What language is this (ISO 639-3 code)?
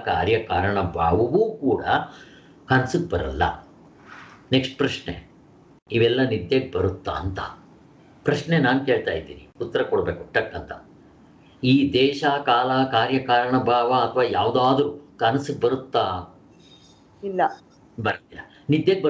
kan